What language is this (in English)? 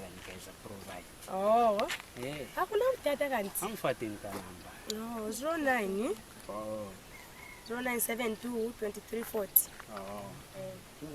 Lozi